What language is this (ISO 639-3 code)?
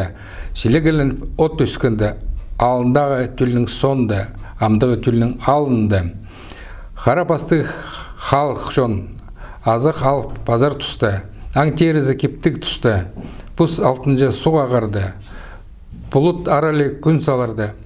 kjh